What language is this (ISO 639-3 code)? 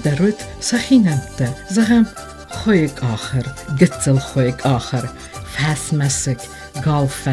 oss